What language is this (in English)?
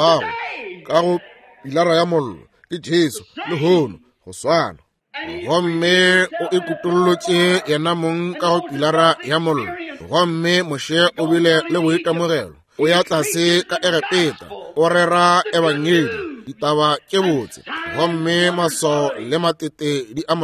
Northern Sotho